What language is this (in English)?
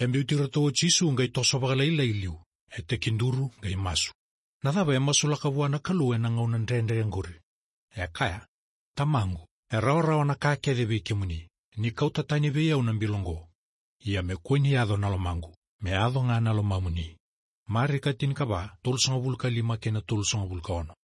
Fijian